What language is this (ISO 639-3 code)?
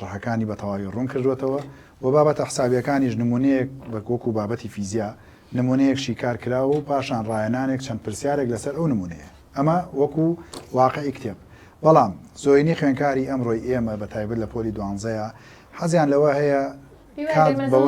ckb